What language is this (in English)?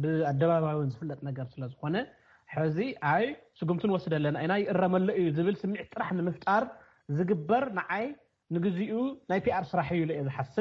Tigrinya